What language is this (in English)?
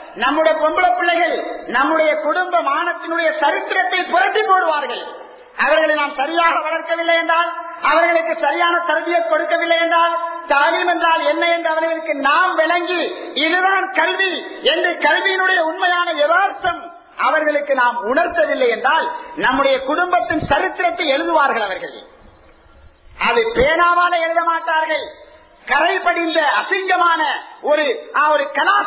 Tamil